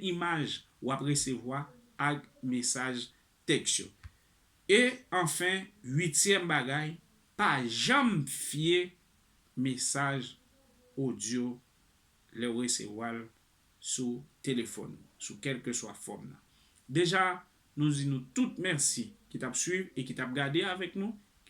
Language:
Haitian Creole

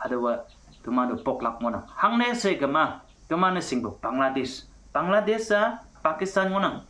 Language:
Konyak Naga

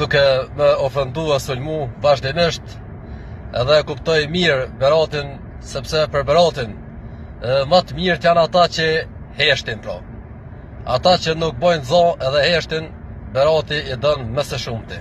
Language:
Albanian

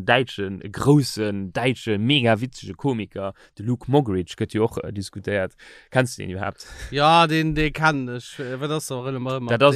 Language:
Luxembourgish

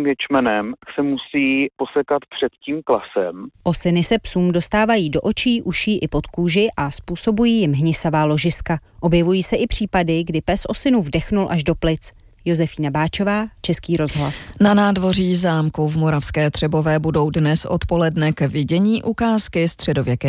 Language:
Czech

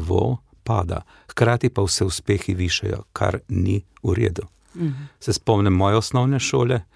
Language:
Slovenian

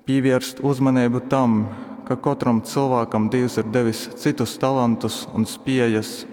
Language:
Latgalian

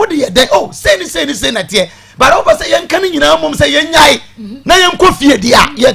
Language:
Akan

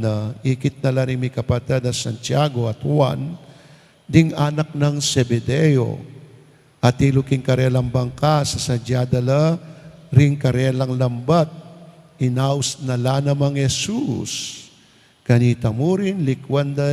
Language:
Pampanga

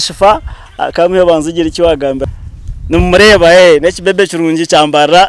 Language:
Nyankole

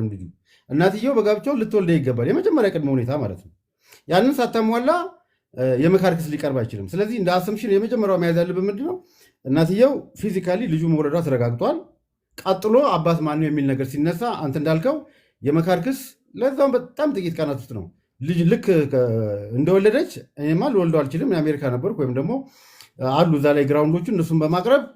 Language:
Amharic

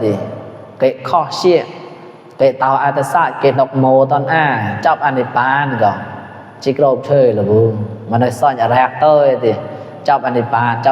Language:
Mon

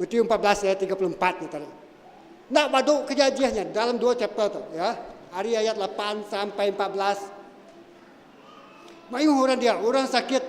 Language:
Iban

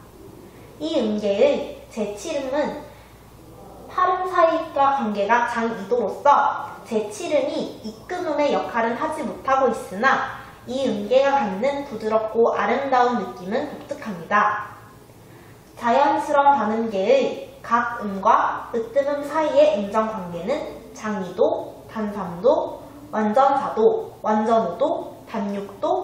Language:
Korean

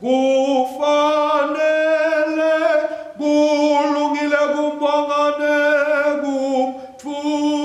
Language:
Swati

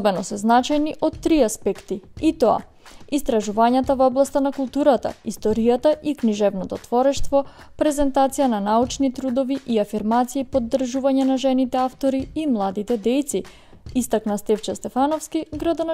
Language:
Macedonian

